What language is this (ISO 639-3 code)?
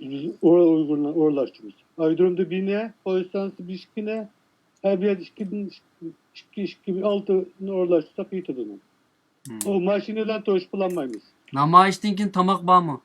uig